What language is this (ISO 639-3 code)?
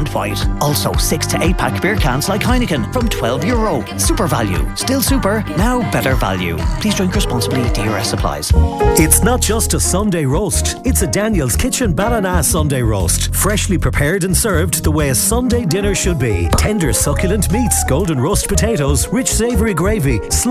eng